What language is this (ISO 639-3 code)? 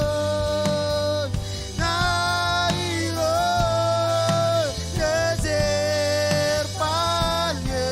mah